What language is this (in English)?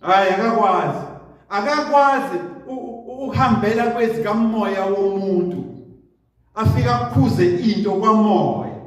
Zulu